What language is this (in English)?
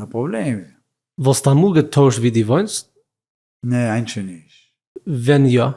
Yiddish